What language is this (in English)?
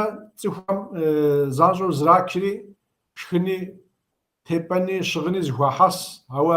Kabardian